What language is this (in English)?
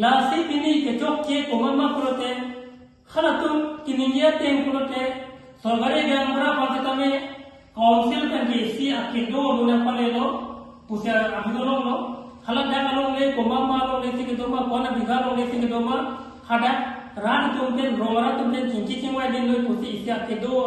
Karbi